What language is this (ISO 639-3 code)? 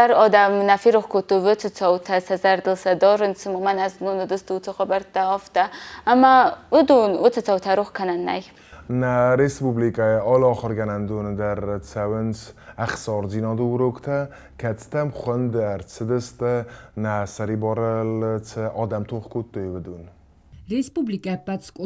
oss